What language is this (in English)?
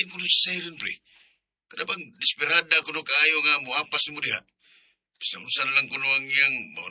Cebuano